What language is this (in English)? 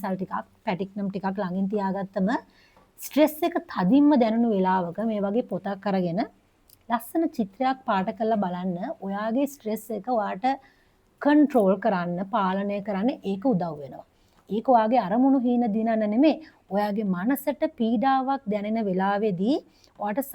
Sinhala